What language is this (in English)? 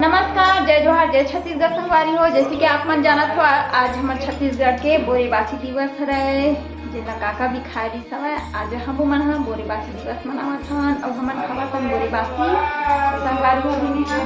Chhattisgarhi